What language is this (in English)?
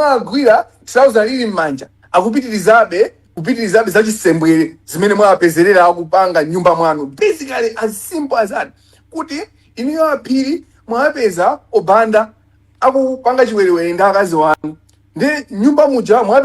Nyanja